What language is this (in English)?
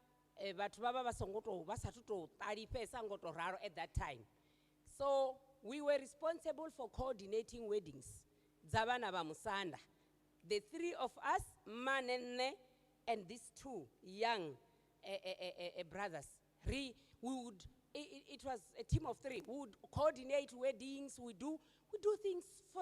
Venda